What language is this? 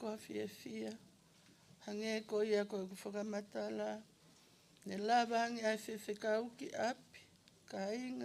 Tongan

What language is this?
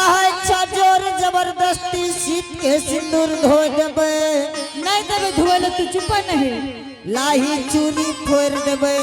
Angika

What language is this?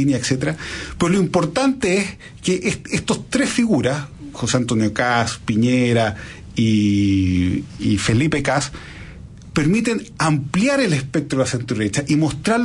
Spanish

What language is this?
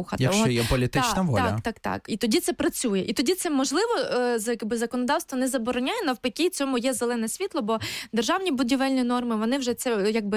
Ukrainian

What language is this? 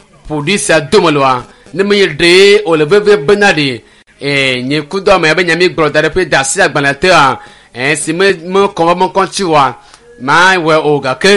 Ewe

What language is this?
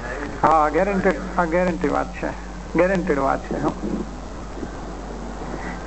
Gujarati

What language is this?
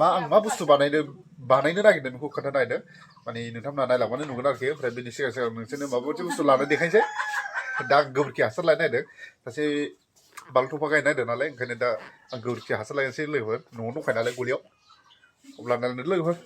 Bodo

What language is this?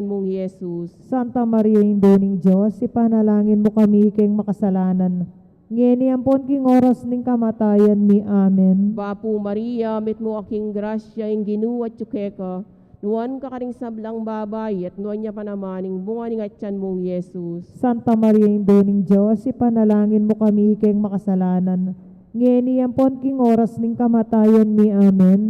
Pampanga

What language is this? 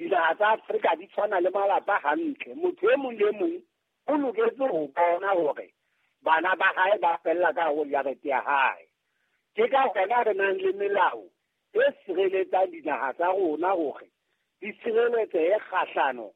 Southern Sotho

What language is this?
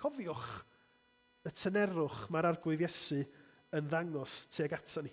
Welsh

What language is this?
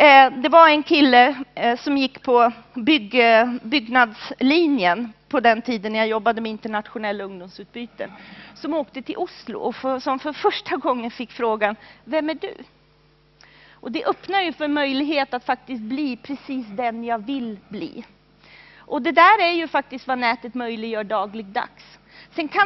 Swedish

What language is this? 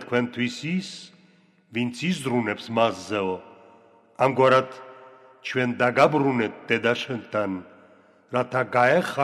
Georgian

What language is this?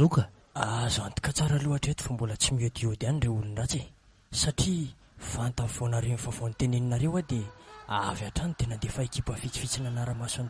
Malagasy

